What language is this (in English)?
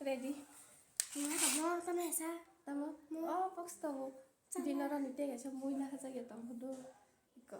Kok Borok